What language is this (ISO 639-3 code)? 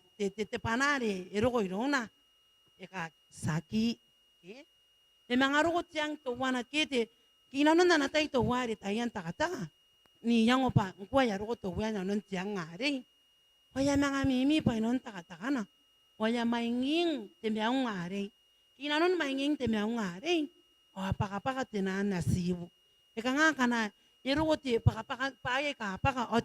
gil